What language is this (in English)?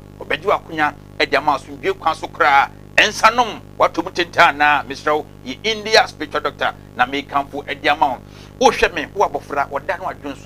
Akan